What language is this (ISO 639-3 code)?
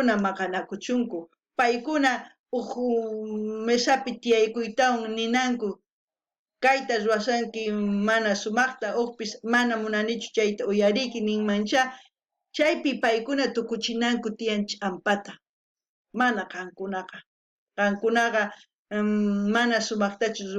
quh